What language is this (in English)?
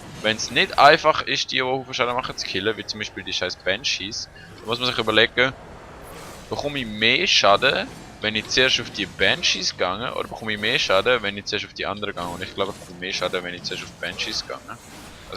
Swiss German